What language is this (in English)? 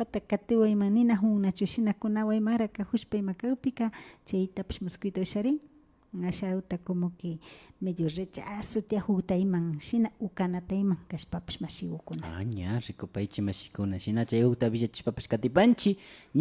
Imbabura Highland Quichua